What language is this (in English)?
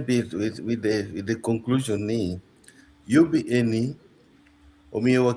Acoli